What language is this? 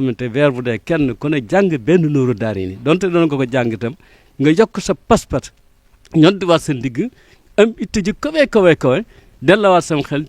Wolof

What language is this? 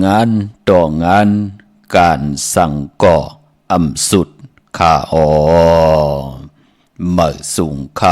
Shan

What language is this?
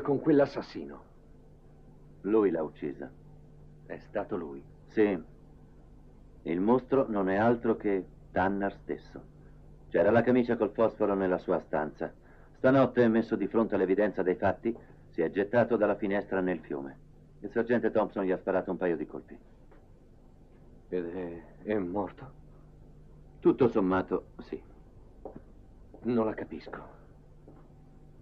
Italian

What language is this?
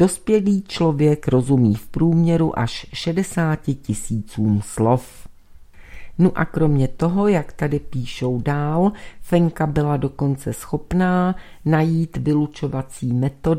Czech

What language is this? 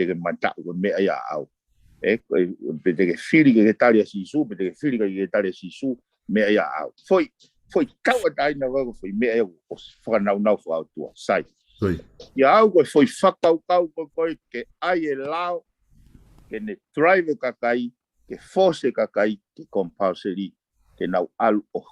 Tongan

